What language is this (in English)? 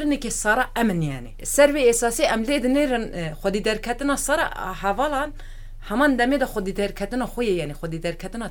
Kurdish